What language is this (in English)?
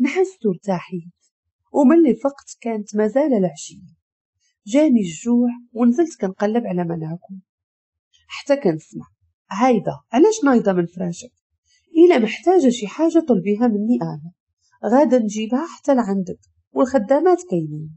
Moroccan Arabic